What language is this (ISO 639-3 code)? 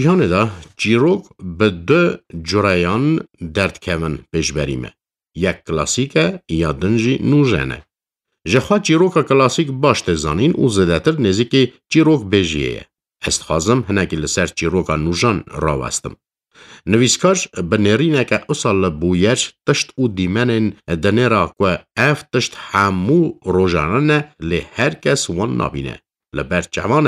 kur